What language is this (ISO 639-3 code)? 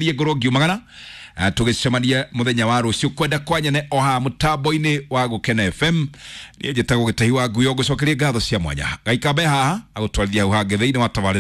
kik